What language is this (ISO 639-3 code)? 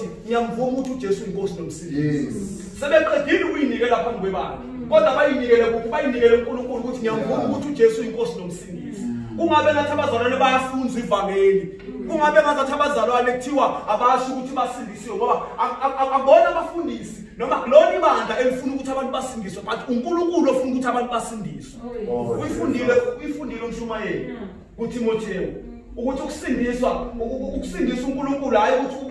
zul